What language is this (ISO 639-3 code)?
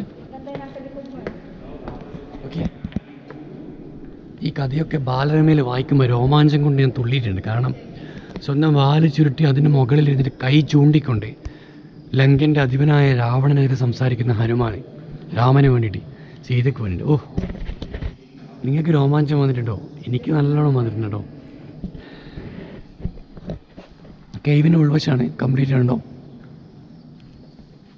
mal